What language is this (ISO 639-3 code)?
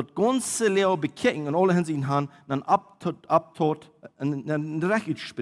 pdt